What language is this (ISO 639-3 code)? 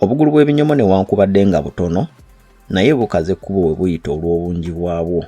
lug